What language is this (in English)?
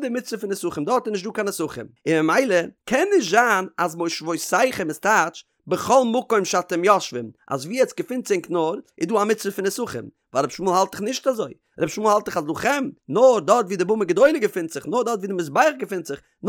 Yiddish